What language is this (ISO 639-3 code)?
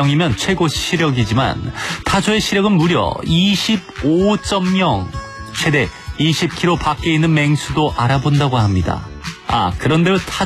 kor